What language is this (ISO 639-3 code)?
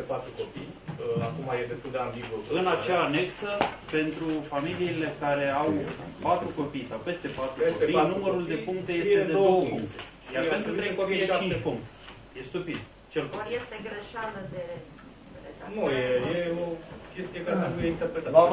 ron